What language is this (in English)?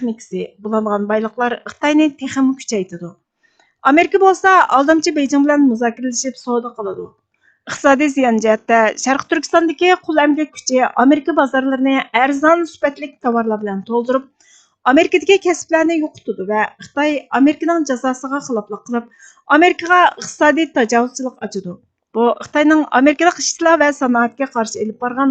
Uyghur